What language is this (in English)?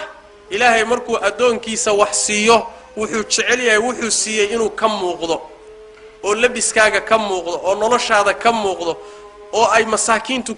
Somali